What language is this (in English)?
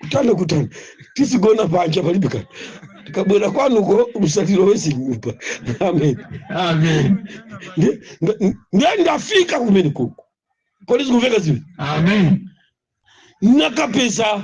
Nyanja